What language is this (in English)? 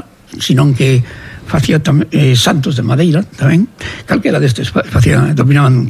Galician